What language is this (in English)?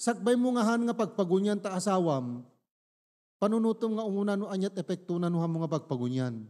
Iloko